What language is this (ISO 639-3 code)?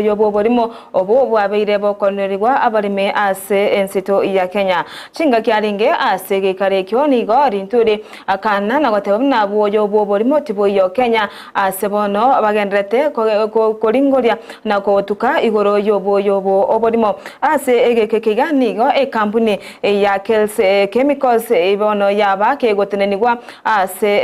guz